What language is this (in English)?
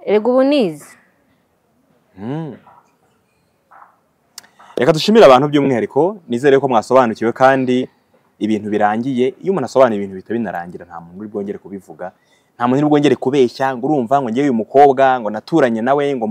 Kinyarwanda